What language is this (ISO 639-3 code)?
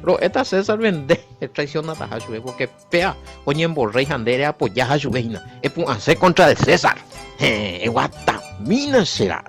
grn